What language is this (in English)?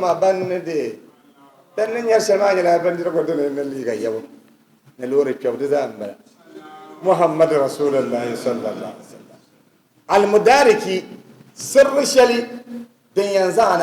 Dagbani